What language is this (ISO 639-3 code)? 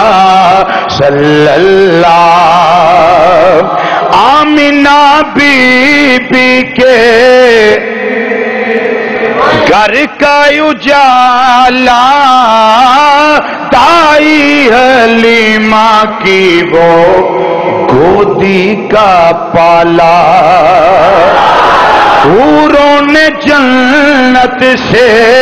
urd